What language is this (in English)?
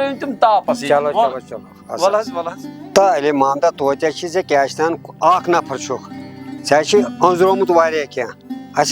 Kashmiri